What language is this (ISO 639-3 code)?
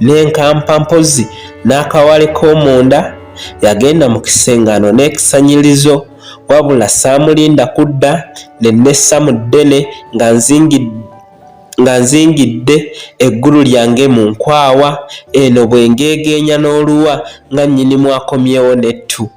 lug